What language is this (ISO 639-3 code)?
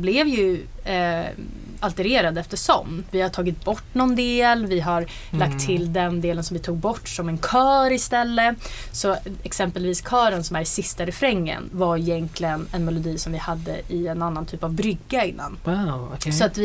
swe